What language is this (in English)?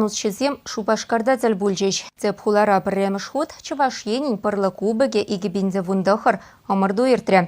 Chuvash